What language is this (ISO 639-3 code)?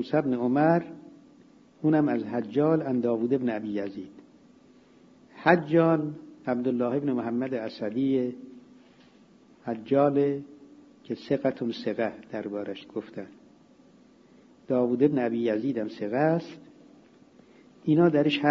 fas